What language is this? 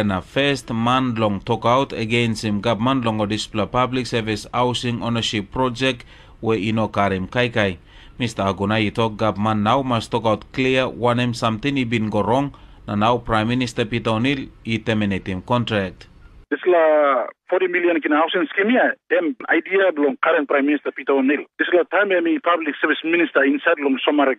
Tok Pisin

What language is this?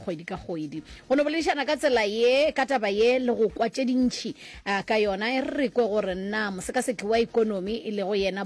Northern Sotho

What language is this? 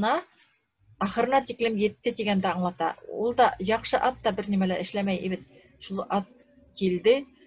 Bashkir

